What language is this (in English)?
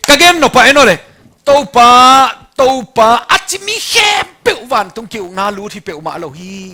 Tedim Chin